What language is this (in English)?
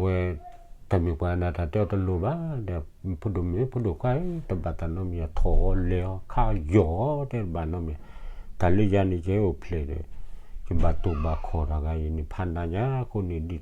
S'gaw Karen